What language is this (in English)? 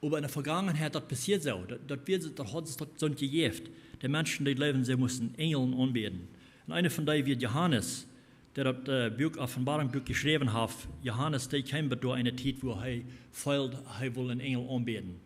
Plautdietsch